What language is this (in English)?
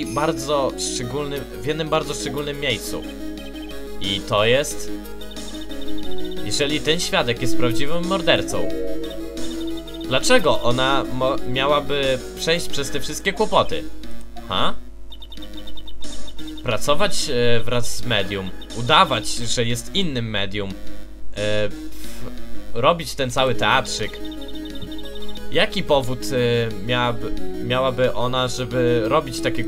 Polish